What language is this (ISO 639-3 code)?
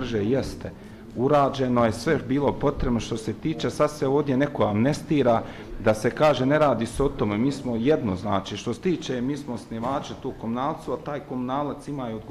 bos